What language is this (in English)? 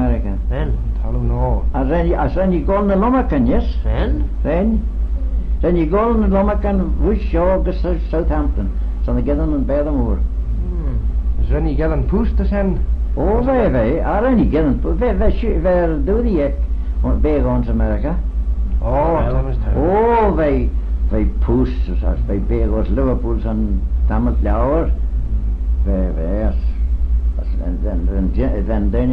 Manx